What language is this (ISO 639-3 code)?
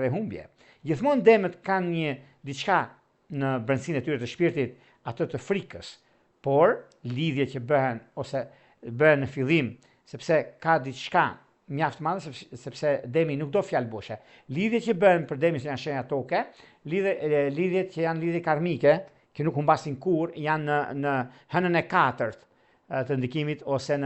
sqi